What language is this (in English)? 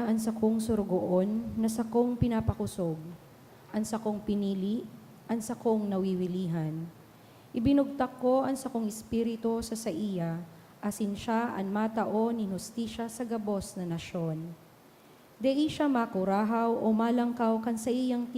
Bikol